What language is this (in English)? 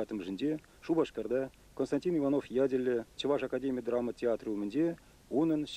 Chuvash